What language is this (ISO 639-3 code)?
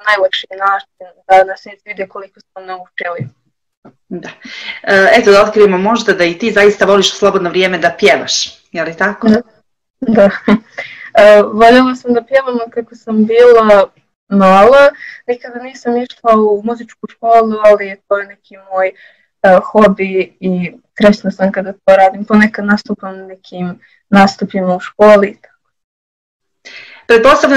srp